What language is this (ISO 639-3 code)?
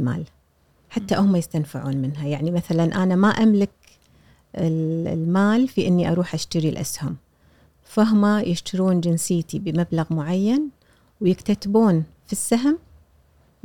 afb